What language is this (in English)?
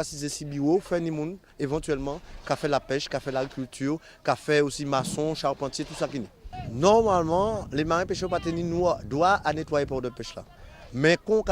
Guadeloupean Creole French